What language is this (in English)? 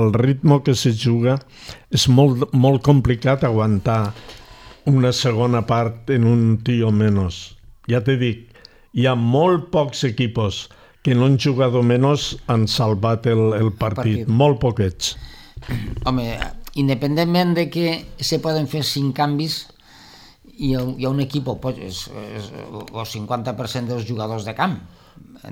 Catalan